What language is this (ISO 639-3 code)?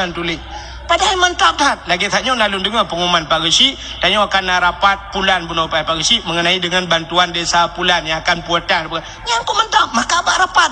ace